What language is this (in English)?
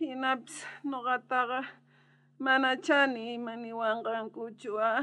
South Bolivian Quechua